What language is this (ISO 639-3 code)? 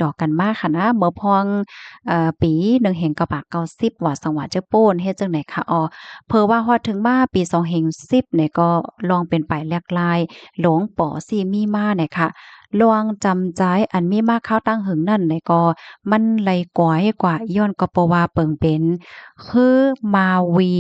shn